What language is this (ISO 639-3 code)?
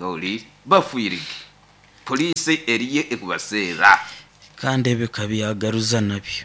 nyo